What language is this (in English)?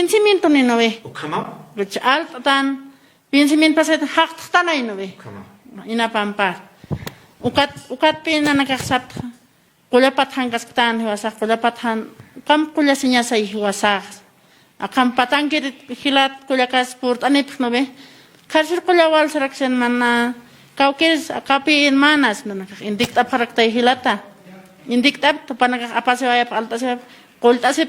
Aymara